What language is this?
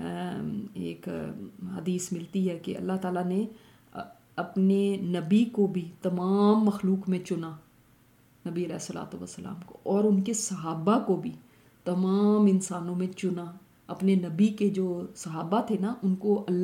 Urdu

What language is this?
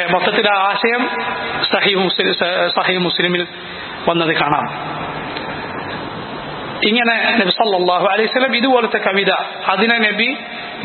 Malayalam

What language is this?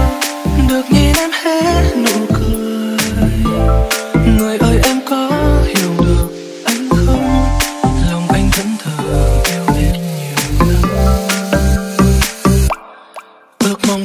Vietnamese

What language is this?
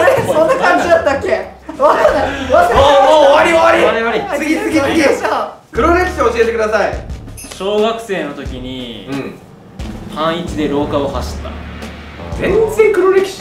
Japanese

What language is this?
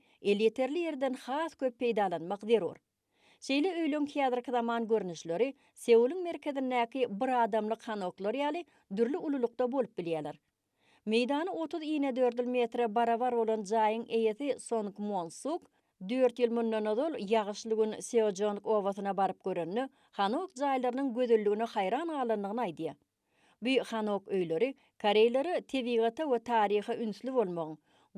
Turkmen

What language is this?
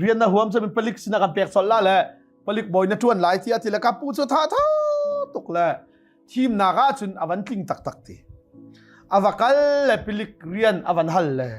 Hakha Chin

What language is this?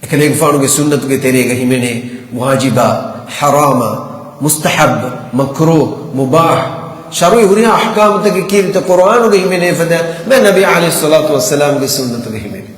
Divehi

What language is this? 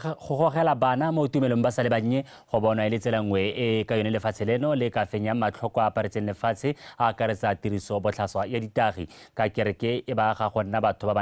Tswana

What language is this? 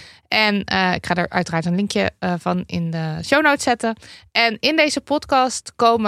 Dutch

